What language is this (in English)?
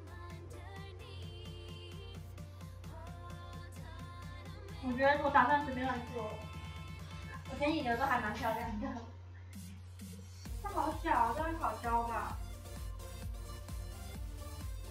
Chinese